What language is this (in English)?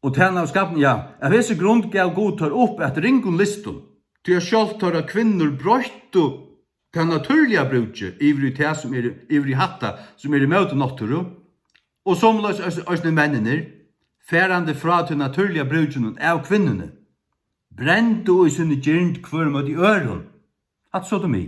Faroese